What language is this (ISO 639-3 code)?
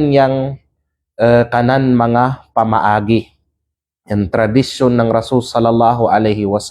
kqe